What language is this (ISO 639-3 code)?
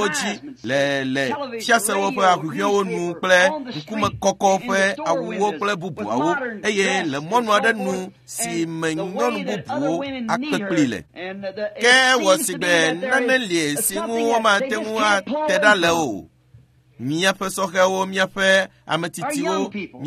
ewe